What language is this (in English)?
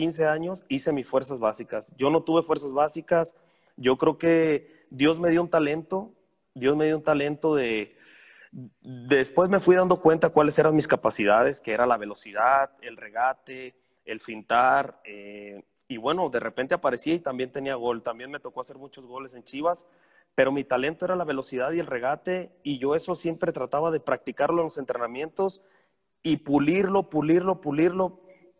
Spanish